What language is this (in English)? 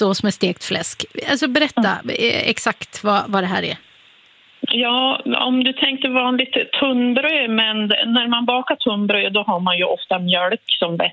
Swedish